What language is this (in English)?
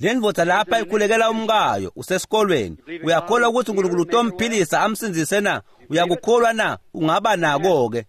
Swati